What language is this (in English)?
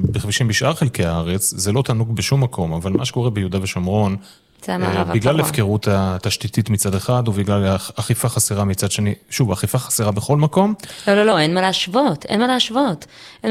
Hebrew